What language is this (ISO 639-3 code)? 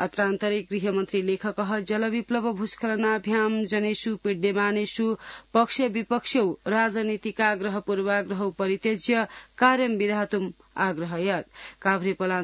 san